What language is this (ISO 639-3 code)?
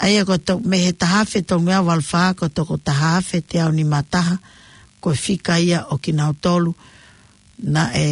ton